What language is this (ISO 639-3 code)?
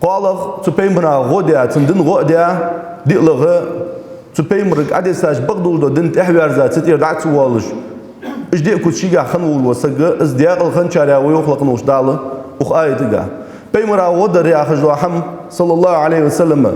inh